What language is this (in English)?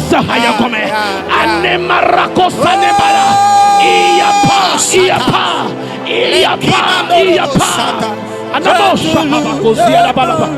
Ewe